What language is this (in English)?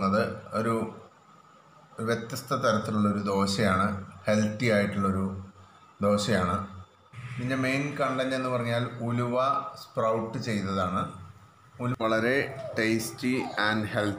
Malayalam